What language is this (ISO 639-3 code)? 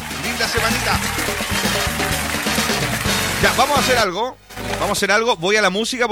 spa